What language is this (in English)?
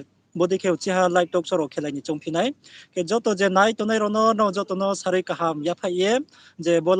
Riang (India)